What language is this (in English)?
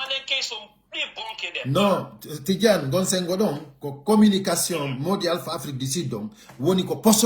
Pular